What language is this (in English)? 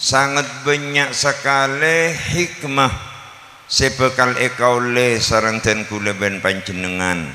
Madurese